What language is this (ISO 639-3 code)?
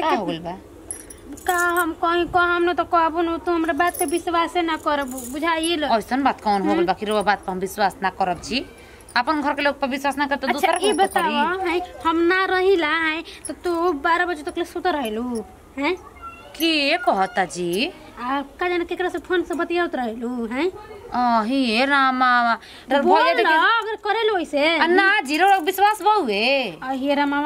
bho